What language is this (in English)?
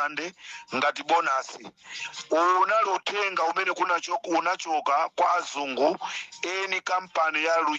Nyanja